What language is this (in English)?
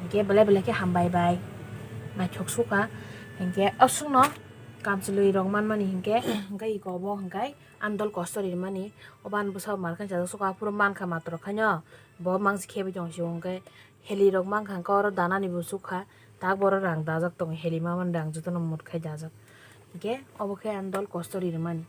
Kok Borok